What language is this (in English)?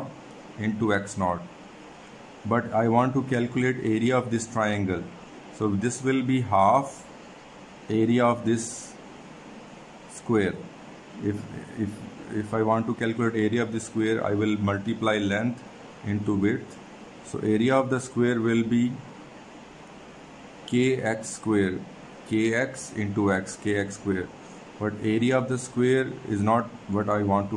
English